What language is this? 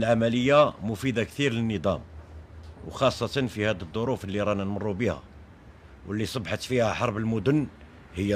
Algerian Arabic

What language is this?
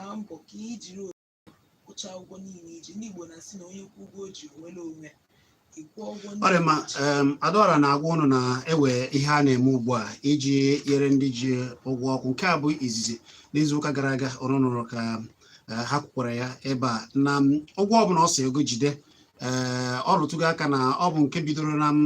Igbo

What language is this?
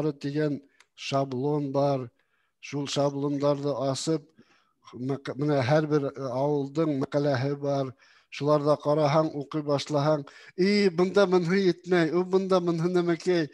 Bashkir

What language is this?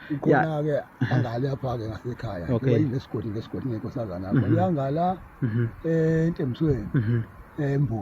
Zulu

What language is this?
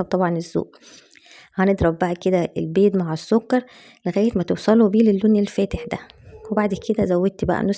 Egyptian Arabic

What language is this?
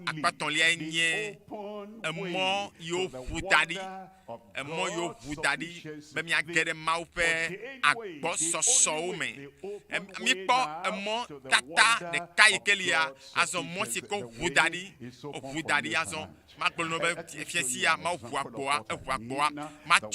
Ewe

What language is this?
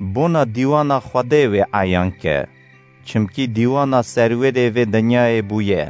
Kurdish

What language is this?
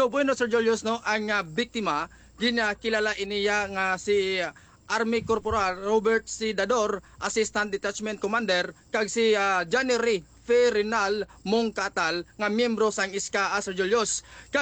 Hiligaynon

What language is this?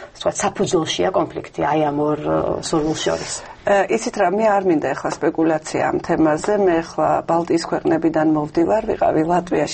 Georgian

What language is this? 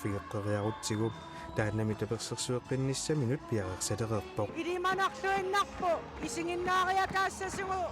Kalaallisut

